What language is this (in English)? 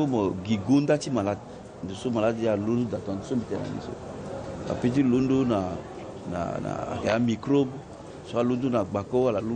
Sango